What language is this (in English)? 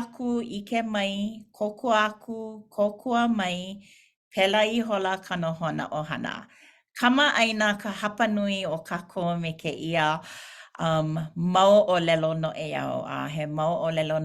Hawaiian